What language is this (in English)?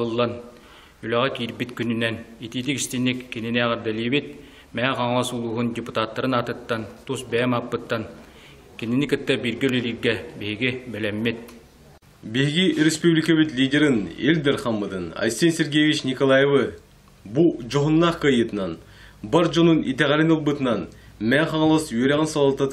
Yakut